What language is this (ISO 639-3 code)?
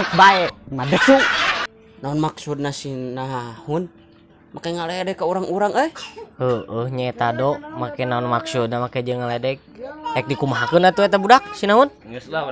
sun